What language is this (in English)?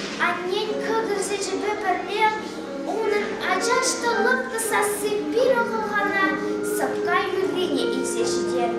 Chuvash